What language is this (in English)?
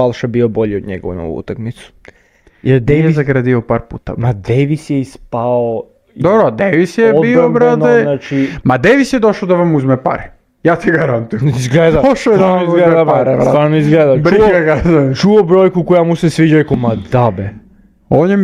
Serbian